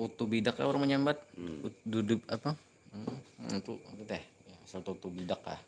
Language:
Banjar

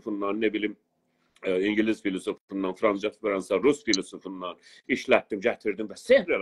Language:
South Azerbaijani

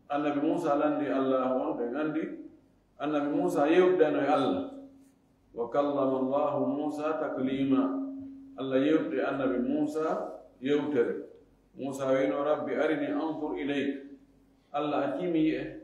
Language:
Fula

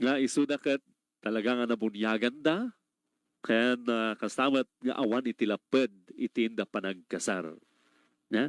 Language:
Iloko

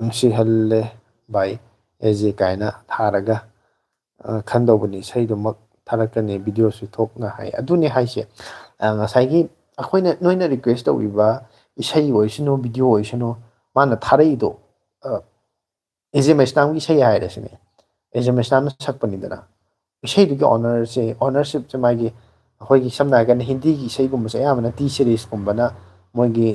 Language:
Manipuri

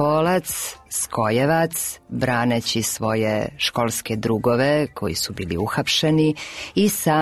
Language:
Serbian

